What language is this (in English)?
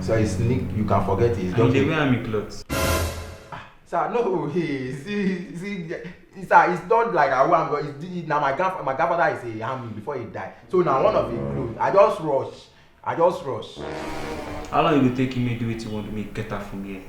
Nigerian Pidgin